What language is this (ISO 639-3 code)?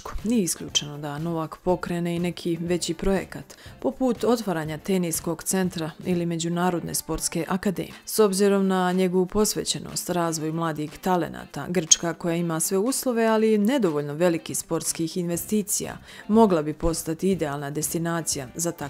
srp